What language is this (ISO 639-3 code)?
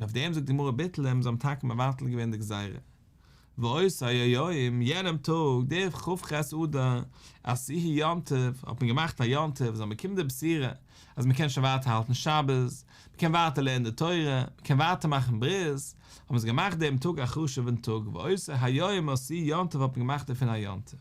yid